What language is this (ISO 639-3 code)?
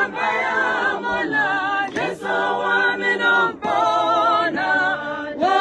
tsn